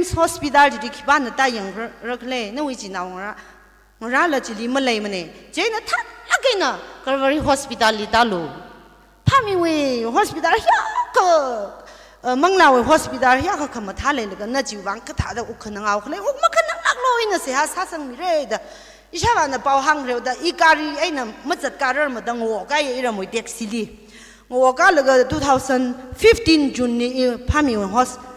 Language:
Tangkhul Naga (India)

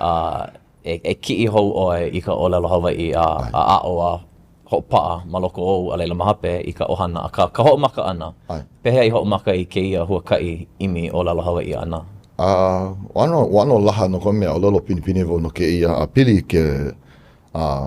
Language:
Hawaiian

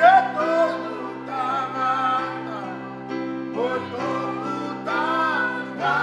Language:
Tongan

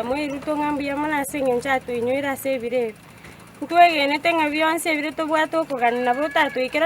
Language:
Gusii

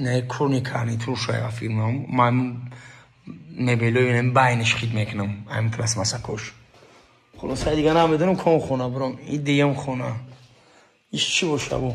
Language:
Tajik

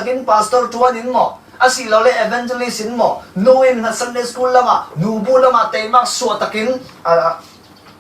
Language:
Falam Chin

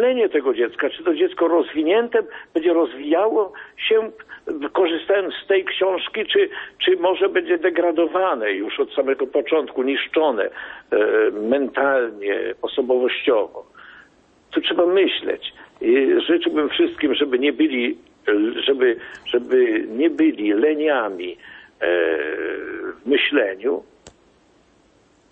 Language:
Polish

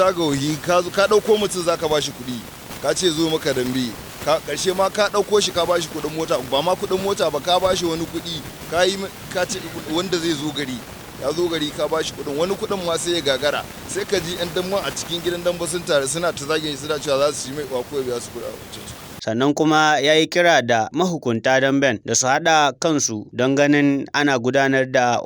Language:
Hausa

